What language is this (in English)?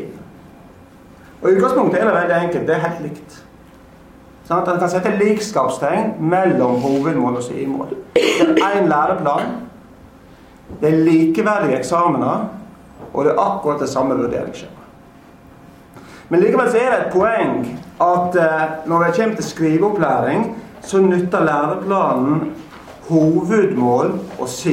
Norwegian